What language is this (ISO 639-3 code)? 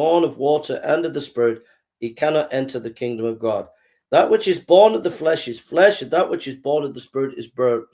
eng